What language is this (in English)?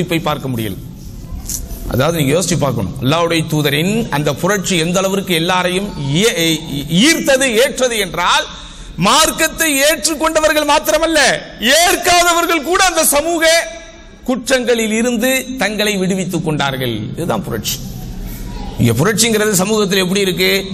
Tamil